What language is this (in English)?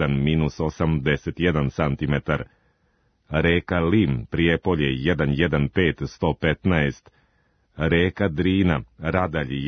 Serbian